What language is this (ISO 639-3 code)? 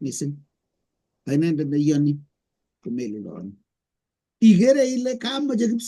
kln